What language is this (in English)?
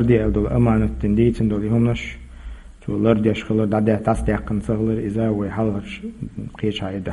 Chechen